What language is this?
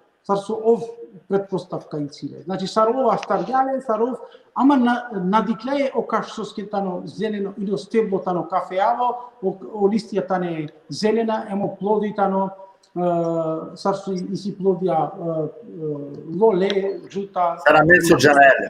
Balkan Romani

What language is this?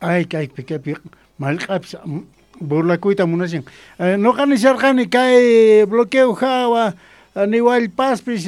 South Bolivian Quechua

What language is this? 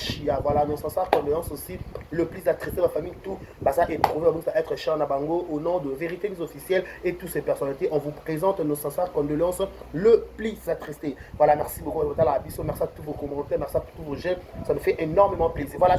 Lingala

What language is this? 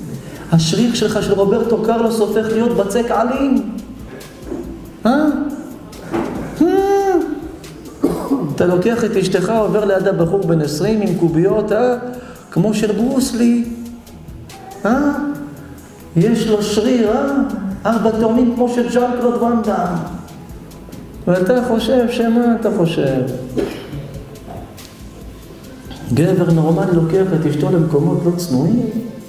Hebrew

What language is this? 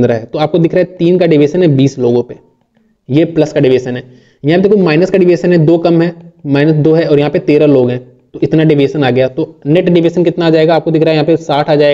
Hindi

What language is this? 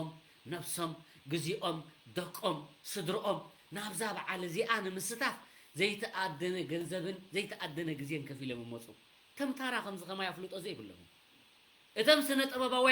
Tigrinya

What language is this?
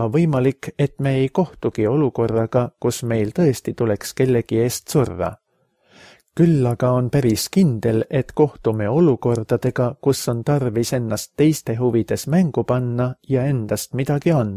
Estonian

